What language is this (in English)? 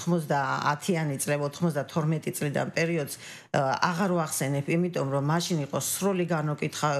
Georgian